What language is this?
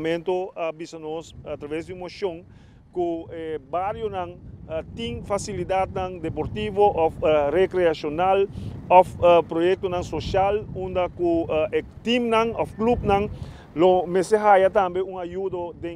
Papiamento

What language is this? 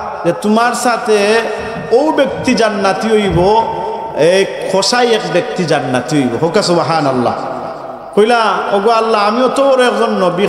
Sylheti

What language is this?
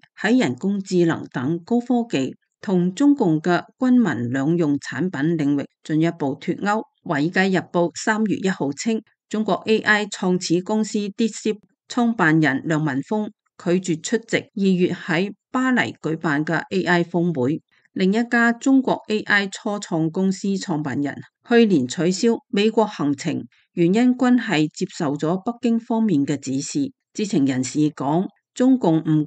Cantonese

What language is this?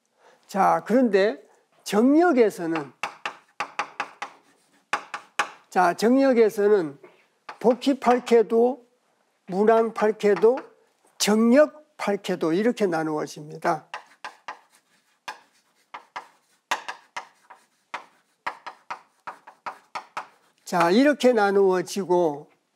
Korean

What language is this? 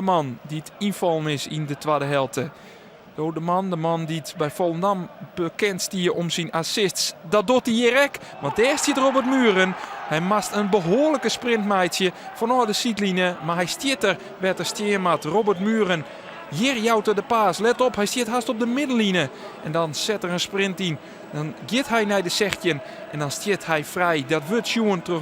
Western Frisian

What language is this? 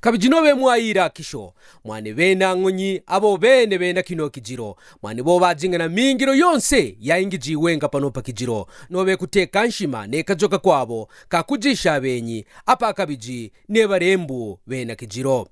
Kaonde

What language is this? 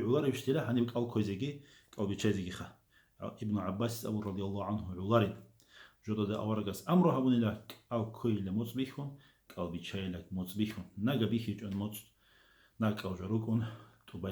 Avaric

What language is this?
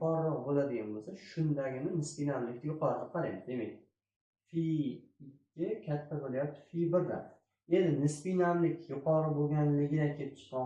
Uzbek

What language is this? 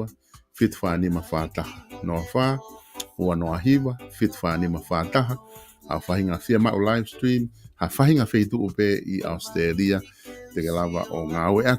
Tongan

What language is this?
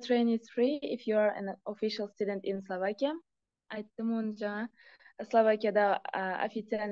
Kara-Kalpak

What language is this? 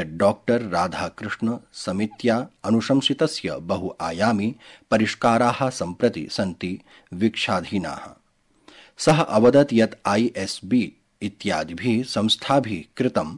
Sanskrit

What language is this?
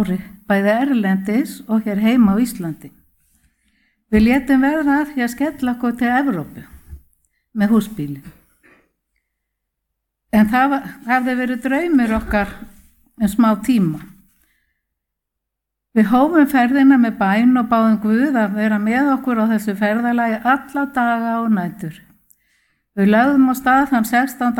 Icelandic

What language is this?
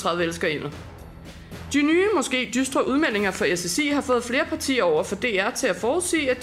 Danish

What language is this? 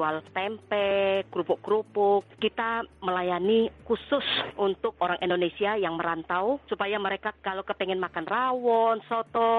Indonesian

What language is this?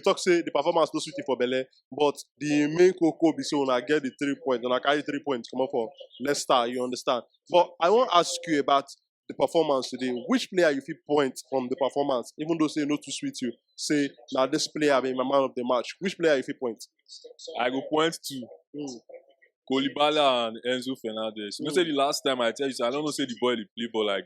Nigerian Pidgin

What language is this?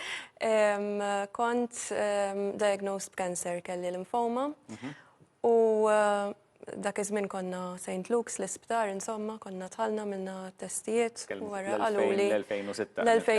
Maltese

